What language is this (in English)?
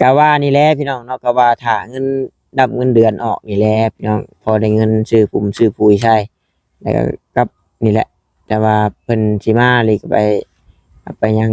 Northeastern Thai